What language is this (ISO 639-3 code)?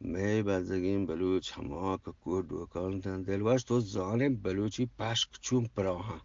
bgp